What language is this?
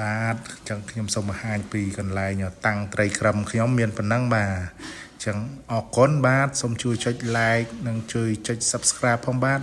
Khmer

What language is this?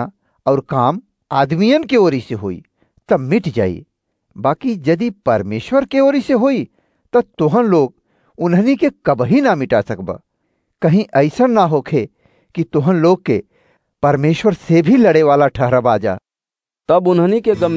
Bhojpuri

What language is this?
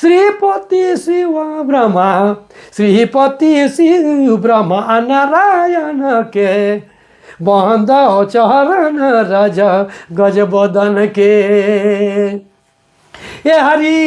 Sadri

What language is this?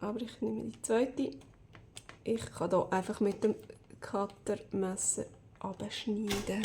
Swiss German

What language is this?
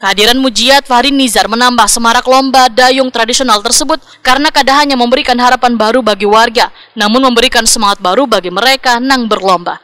Banjar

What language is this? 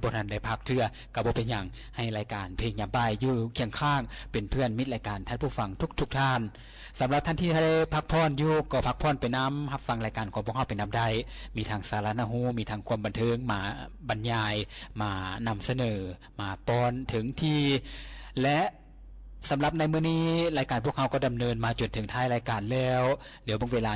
Lao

